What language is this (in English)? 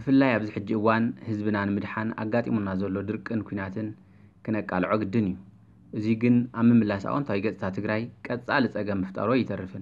Tigrinya